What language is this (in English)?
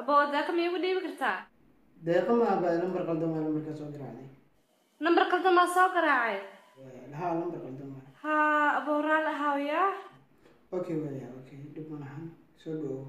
Somali